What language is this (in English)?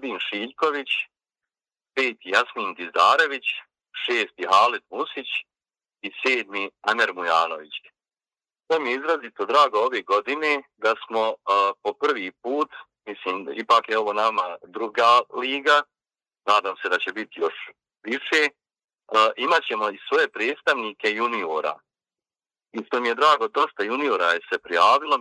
Bosnian